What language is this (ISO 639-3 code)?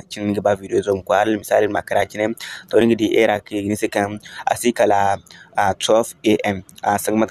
dje